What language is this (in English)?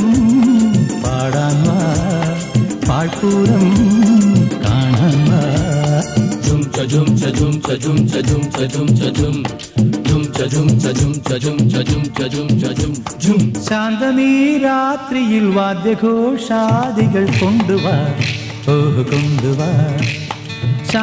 Malayalam